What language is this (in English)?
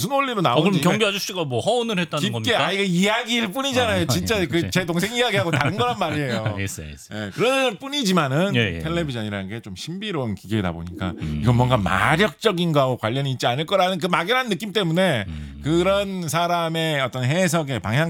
Korean